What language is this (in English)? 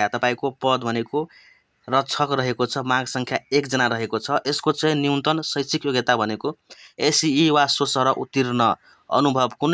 Nepali